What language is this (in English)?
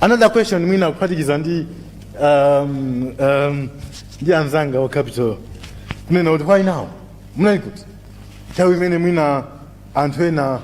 Nyanja